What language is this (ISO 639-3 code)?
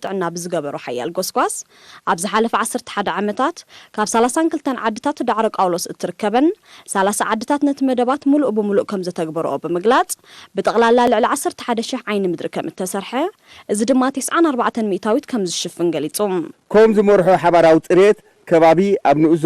tir